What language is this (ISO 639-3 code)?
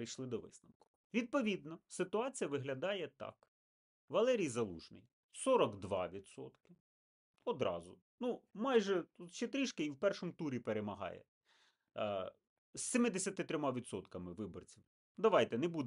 ukr